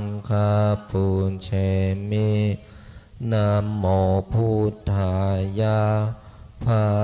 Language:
Pali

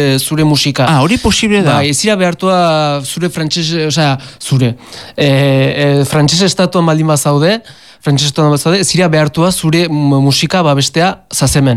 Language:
Basque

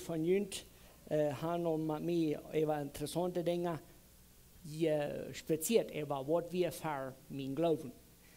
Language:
Plautdietsch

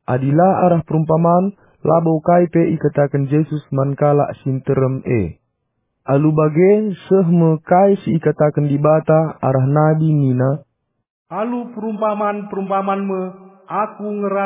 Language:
Batak Karo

